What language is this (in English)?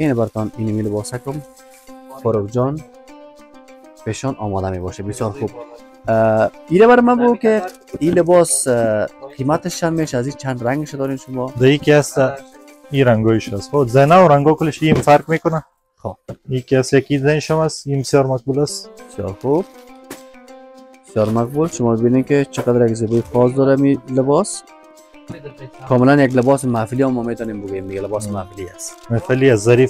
Persian